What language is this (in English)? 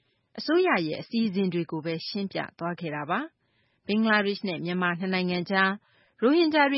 Burmese